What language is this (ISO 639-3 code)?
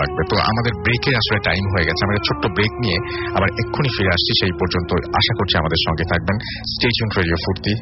ben